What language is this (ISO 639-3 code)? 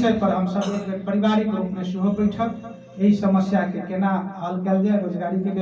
mai